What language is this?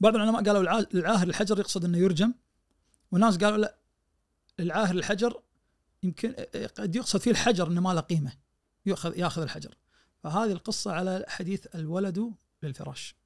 Najdi Arabic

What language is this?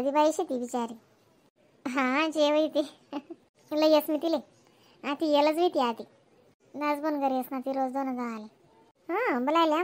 Khandesi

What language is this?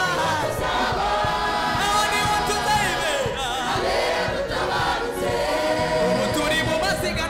Kinyarwanda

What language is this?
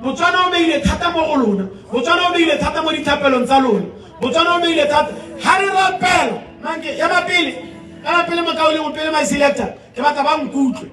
Tswana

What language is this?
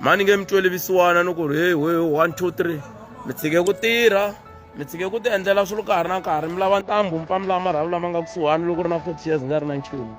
Tsonga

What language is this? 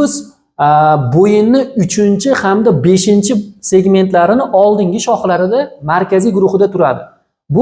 Uzbek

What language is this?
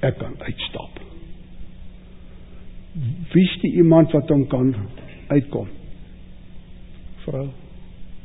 Afrikaans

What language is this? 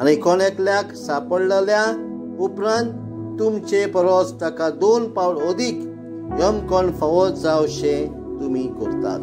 Konkani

